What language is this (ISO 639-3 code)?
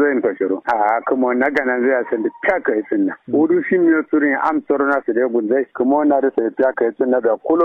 kau